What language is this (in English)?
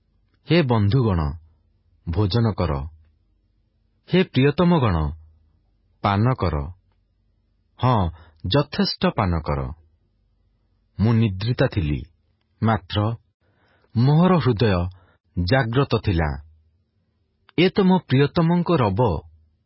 Odia